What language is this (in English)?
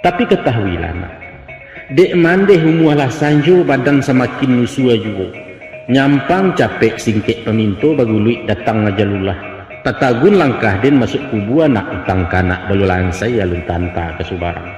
Minangkabau